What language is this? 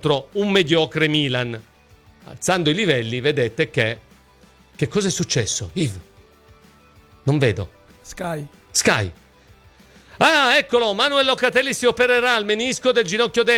Italian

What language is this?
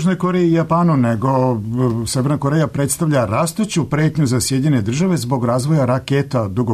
Serbian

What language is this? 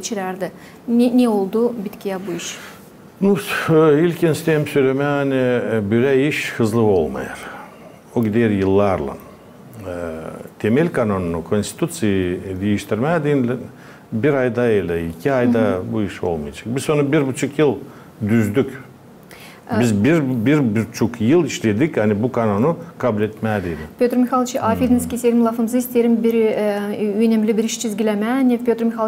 Gagauz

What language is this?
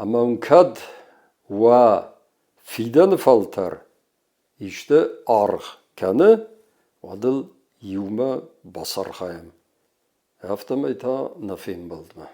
Ossetic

